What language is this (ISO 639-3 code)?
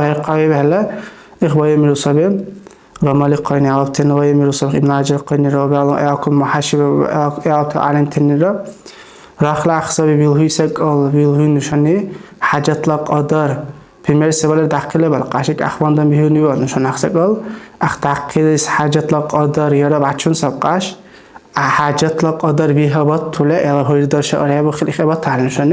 dar